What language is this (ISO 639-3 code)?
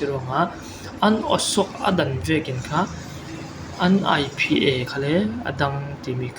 cfm